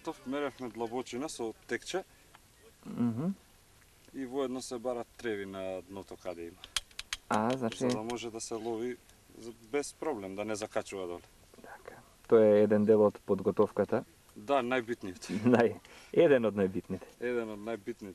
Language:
Macedonian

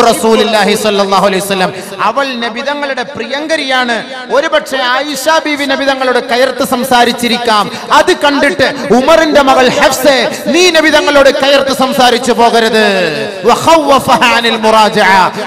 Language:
Malayalam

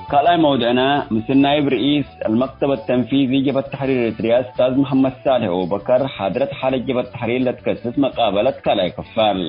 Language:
Tigre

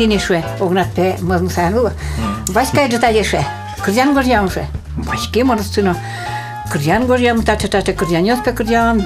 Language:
Udmurt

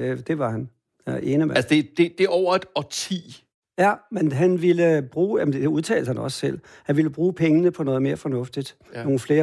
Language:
Danish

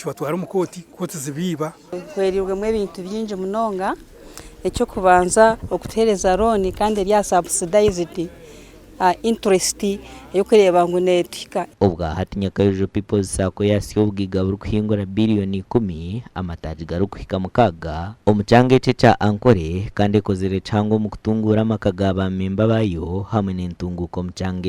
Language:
Nyankole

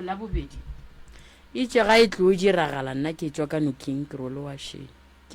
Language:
Northern Sotho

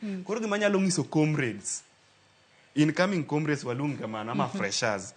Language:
Luo (Kenya and Tanzania)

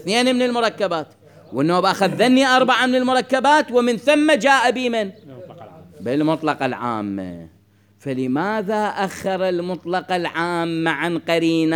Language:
Mesopotamian Arabic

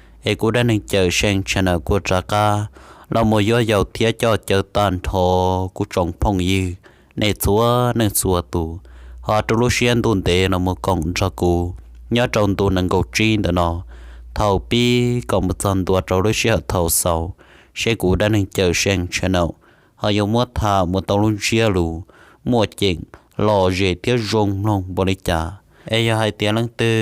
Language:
Hmong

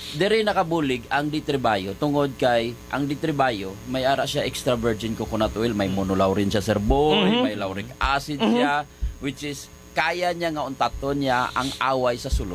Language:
Hiligaynon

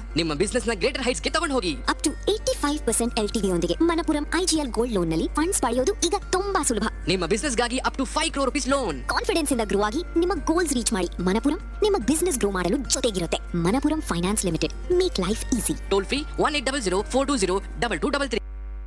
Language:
Kannada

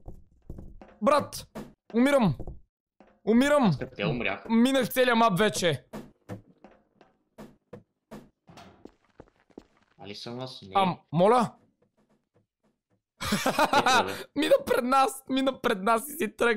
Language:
Bulgarian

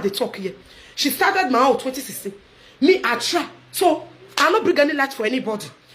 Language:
Nigerian Pidgin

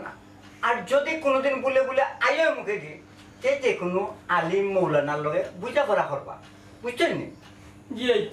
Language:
Sylheti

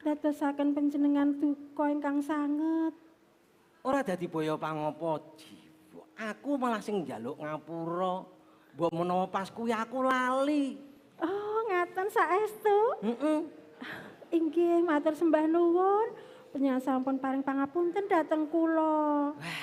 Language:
Javanese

